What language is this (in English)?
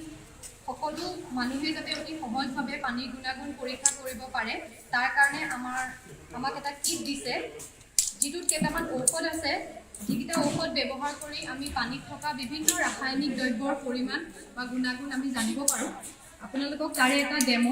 Assamese